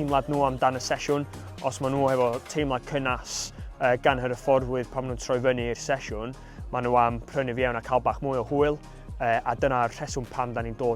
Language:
Welsh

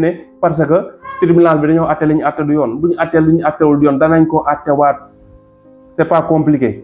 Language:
Wolof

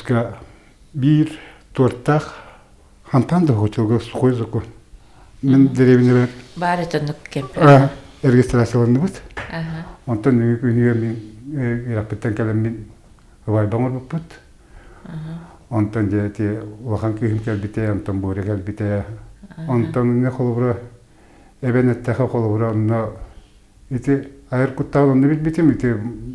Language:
Yakut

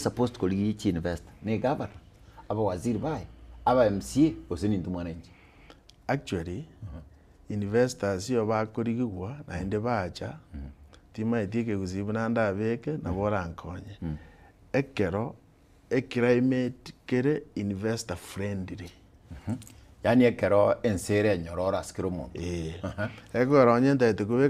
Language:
Gusii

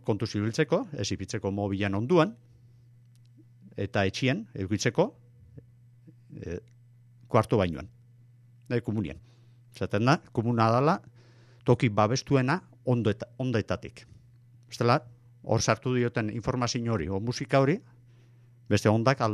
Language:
Basque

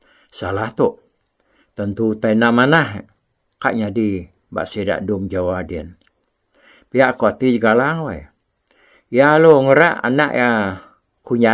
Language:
Iban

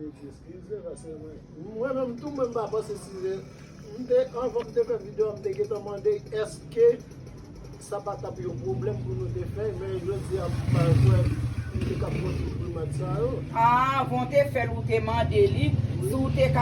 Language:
Haitian Creole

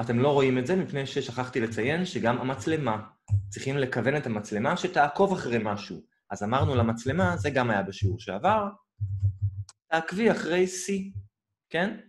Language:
Hebrew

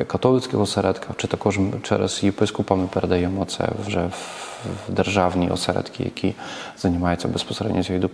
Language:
Ukrainian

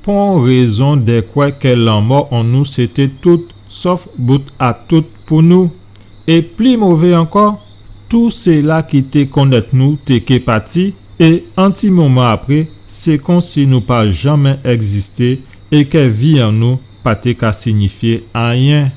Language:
Guadeloupean Creole French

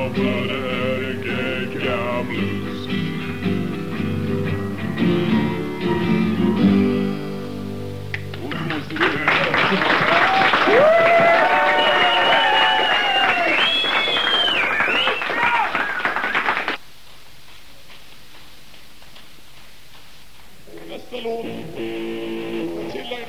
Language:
Swedish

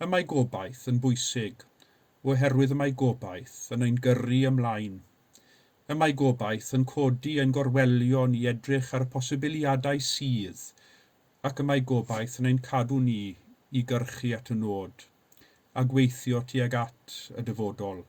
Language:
Welsh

